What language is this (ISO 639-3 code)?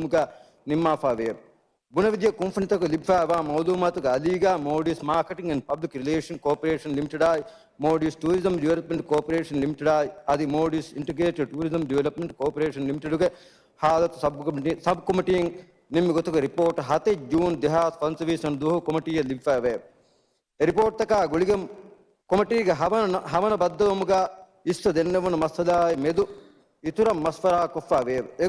div